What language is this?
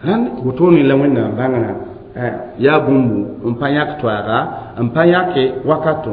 Mossi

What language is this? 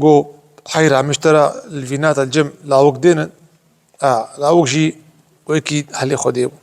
Kurdish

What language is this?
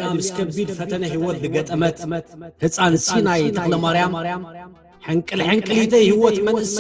Tigrinya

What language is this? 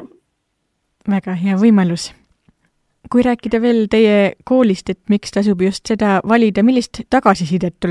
Estonian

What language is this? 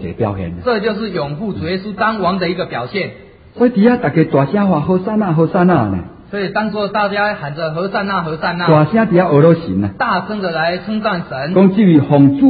Chinese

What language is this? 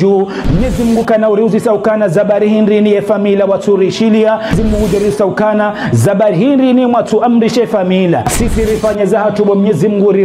Ngazidja Comorian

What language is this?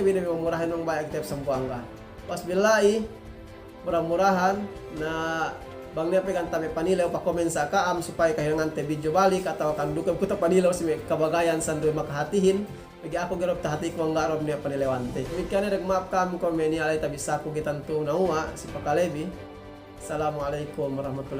Yakan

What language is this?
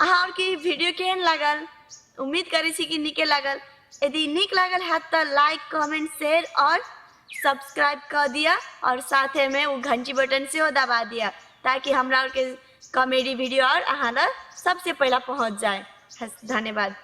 Maithili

